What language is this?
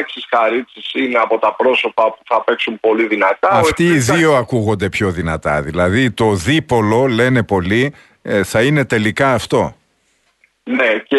Greek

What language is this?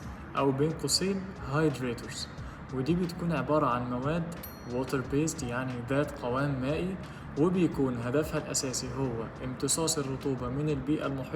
Egyptian Arabic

